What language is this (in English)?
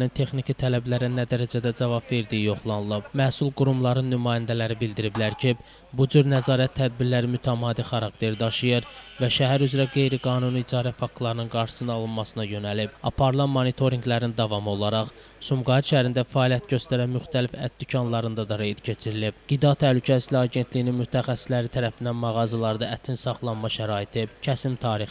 Azerbaijani